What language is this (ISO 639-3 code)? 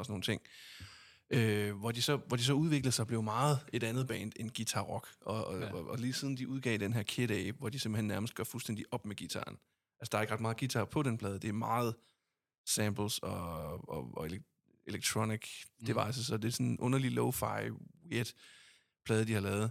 dan